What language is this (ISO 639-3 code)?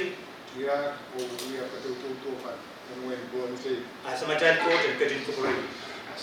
pon